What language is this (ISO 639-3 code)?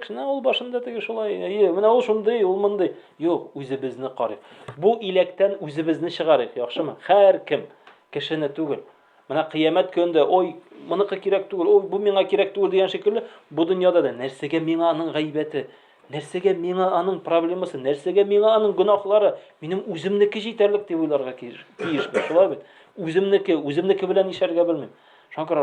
tat